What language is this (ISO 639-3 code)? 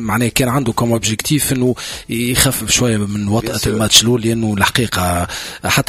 aeb